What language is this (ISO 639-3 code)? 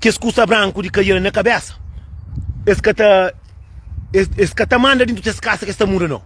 kea